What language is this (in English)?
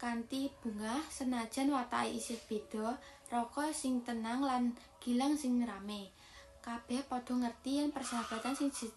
Javanese